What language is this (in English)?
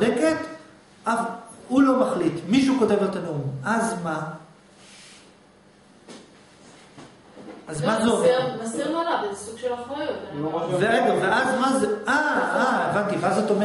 Hebrew